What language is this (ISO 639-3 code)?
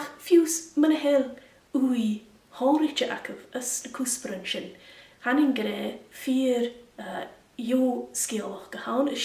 gla